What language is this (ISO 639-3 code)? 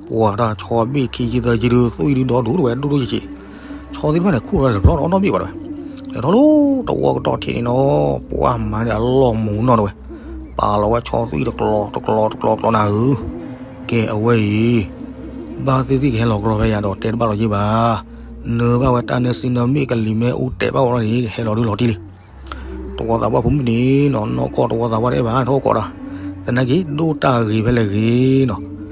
ksw